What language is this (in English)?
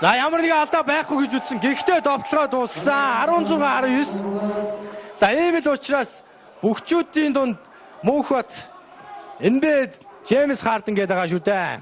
Mongolian